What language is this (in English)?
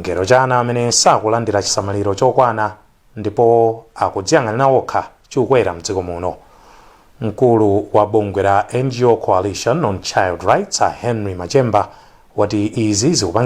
Nyanja